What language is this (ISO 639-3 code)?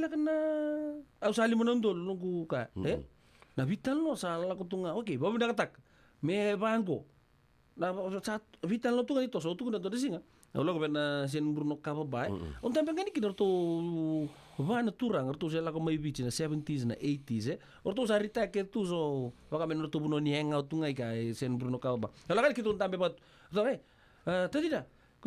fij